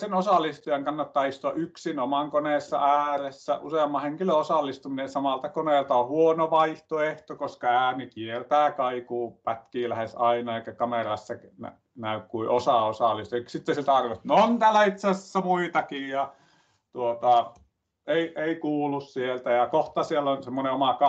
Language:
Finnish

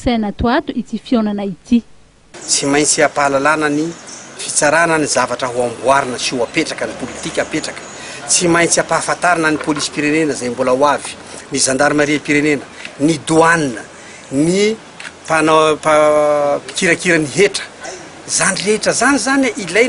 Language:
Malagasy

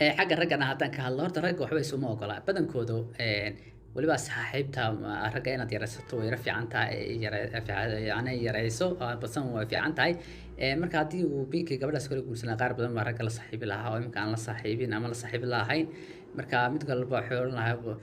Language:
Somali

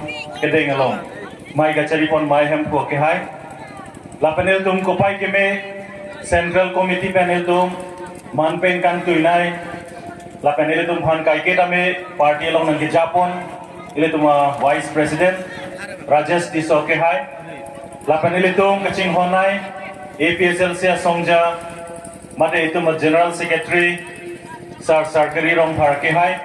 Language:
Karbi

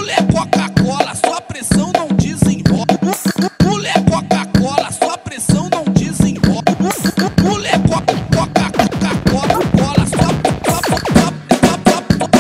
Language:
Portuguese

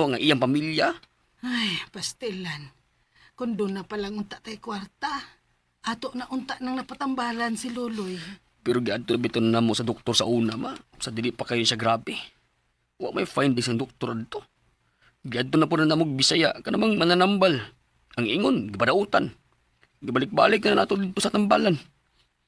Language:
Cebuano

